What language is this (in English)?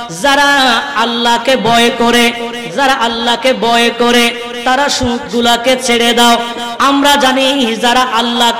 Bangla